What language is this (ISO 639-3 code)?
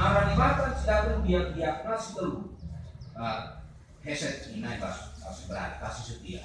btx